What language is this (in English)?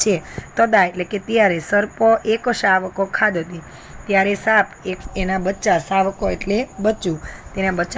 Gujarati